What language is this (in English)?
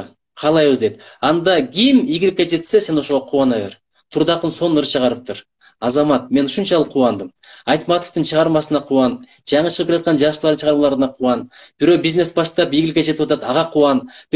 Kyrgyz